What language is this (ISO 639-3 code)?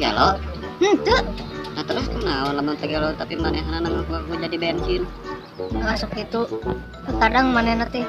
sun